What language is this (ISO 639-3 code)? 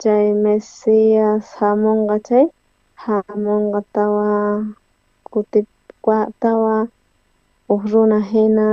quh